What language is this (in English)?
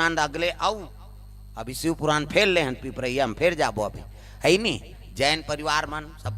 Chhattisgarhi